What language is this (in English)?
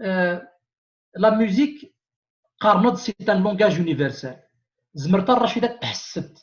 Kabyle